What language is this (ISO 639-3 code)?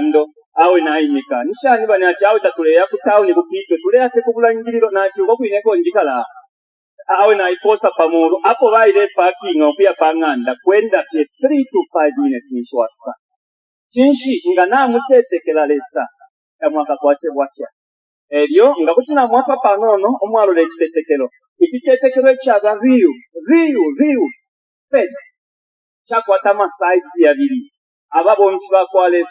bem